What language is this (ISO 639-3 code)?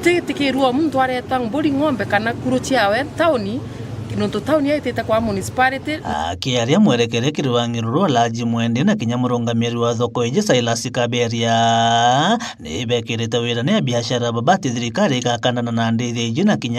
mer